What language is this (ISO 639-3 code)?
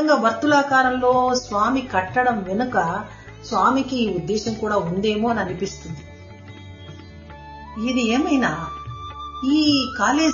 tel